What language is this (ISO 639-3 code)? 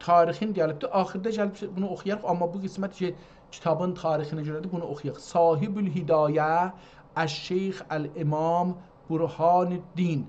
azb